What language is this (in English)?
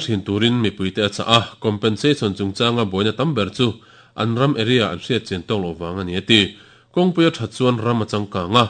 Mizo